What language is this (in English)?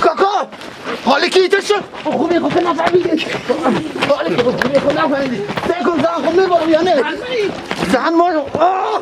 Persian